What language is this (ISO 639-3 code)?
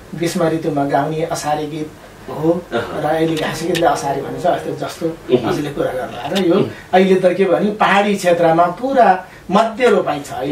nep